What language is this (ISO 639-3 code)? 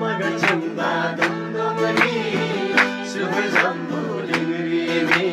taj